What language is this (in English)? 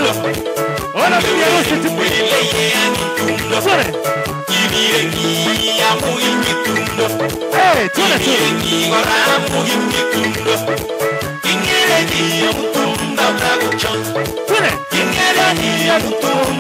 Swahili